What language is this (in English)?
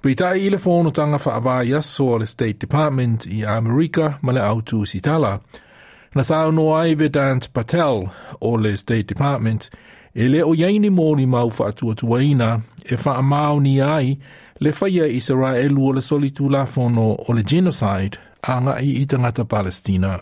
Samoan